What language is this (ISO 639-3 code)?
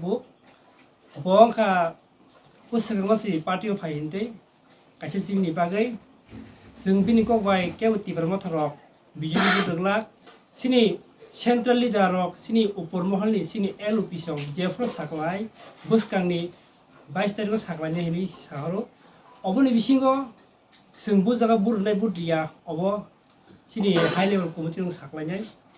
trp